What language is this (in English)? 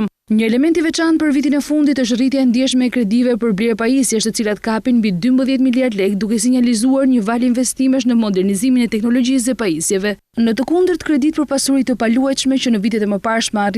Albanian